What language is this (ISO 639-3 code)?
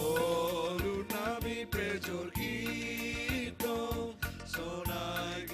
bts